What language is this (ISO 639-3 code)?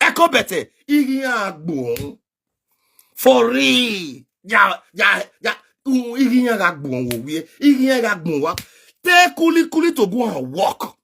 pcm